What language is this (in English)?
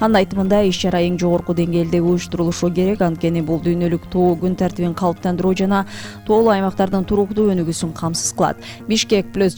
Kyrgyz